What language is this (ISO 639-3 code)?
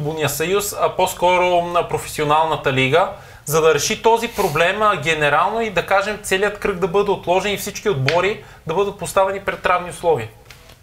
bul